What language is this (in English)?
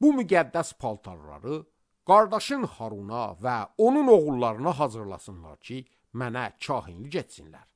Azerbaijani